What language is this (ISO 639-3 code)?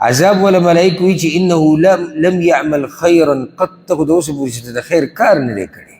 pus